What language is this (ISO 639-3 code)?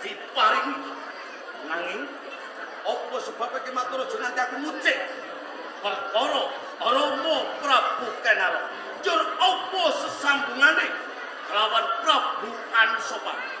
jav